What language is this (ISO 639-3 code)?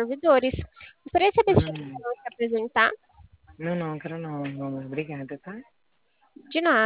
por